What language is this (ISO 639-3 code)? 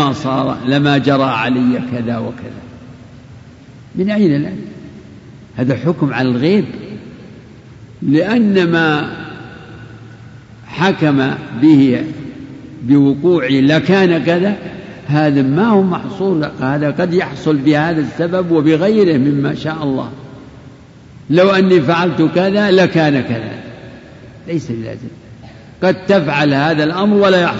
ara